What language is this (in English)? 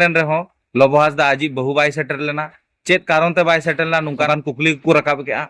Santali